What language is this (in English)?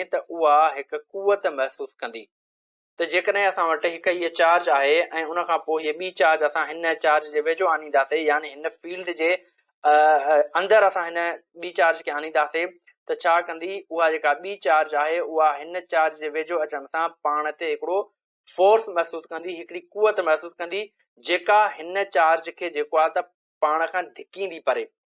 Sindhi